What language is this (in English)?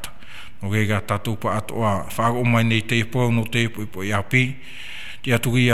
Tahitian